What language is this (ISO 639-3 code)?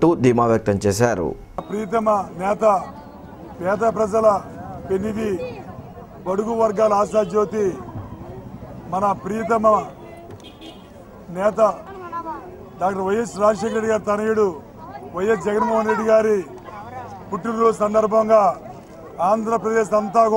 tel